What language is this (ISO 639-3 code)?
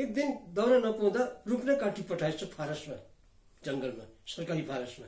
nep